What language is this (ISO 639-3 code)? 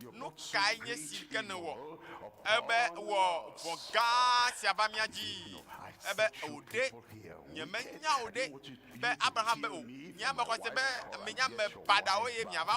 ewe